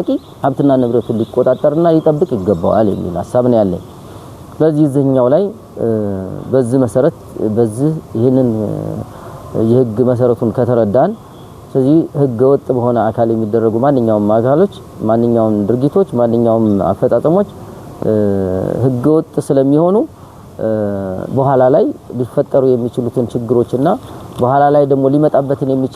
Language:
Amharic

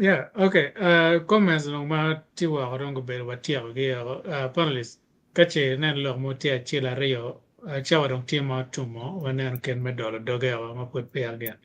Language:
Acoli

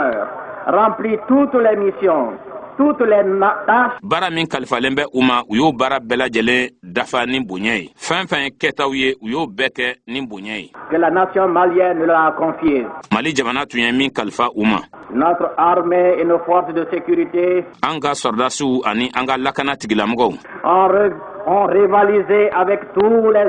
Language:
Bambara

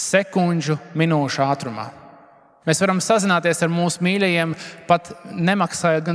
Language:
Latvian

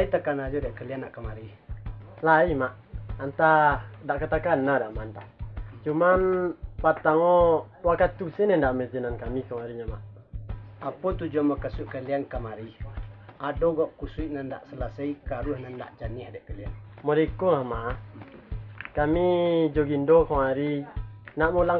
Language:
Minangkabau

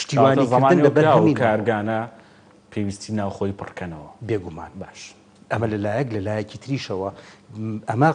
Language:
Central Kurdish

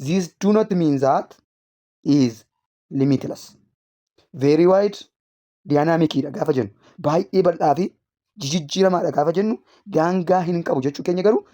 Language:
Oromo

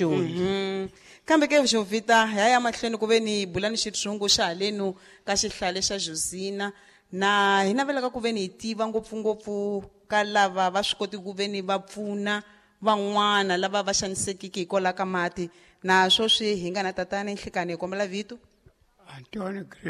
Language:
Tsonga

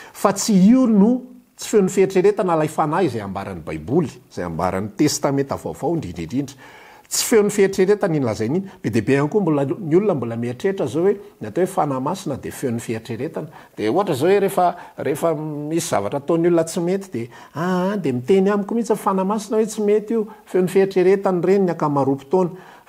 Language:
Malagasy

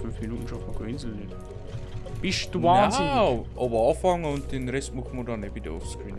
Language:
Bavarian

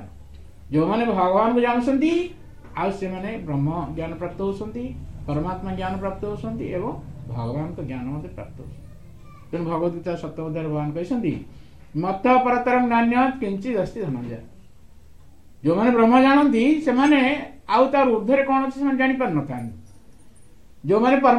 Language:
Odia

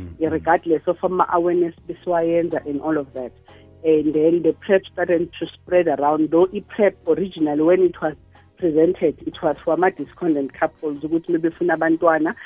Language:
South Ndebele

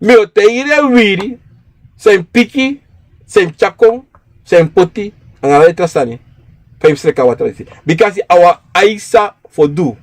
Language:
Sranan Tongo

